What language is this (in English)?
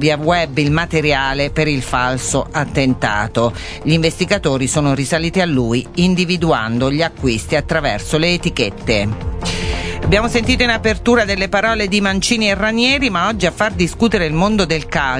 Italian